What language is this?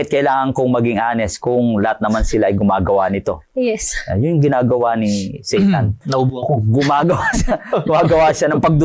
Filipino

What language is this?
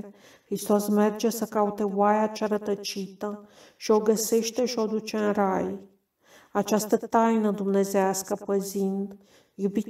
Romanian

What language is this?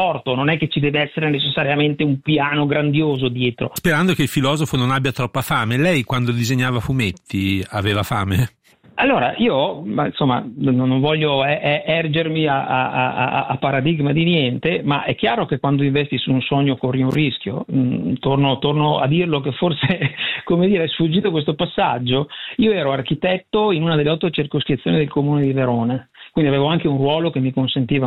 Italian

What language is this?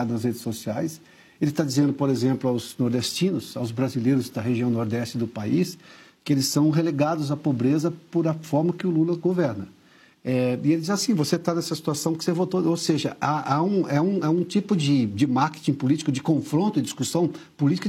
Portuguese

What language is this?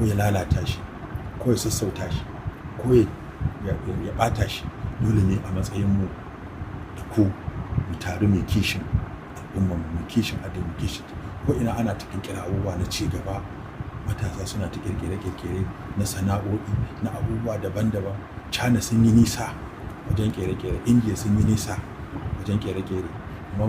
Hausa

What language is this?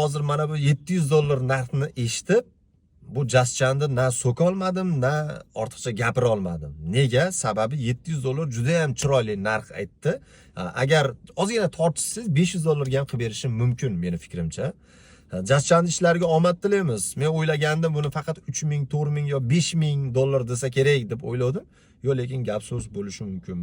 Uzbek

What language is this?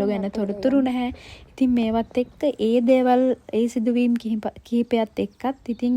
Sinhala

